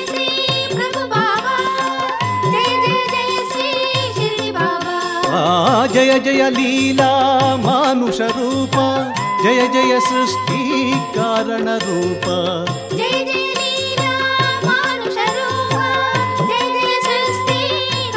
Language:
Kannada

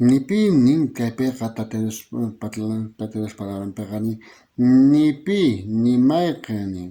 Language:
South Bolivian Quechua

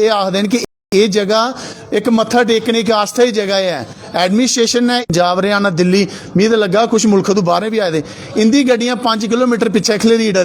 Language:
Dogri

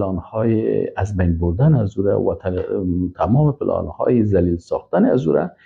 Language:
Persian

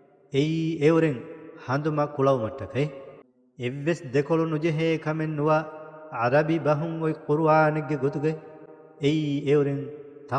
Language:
Divehi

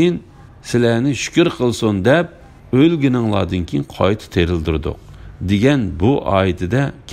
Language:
Uyghur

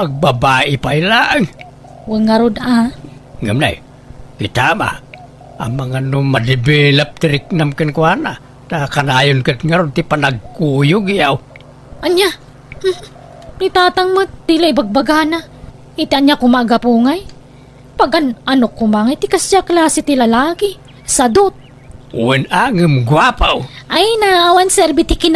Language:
Iloko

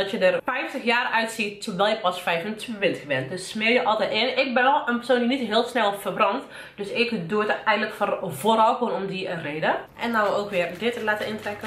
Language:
Dutch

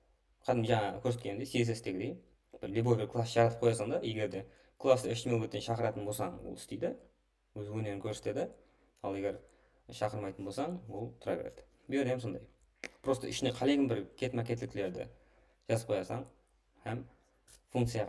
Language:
Kara-Kalpak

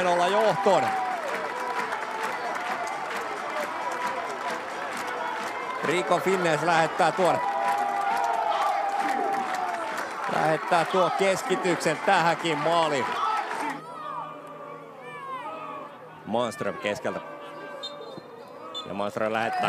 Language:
Finnish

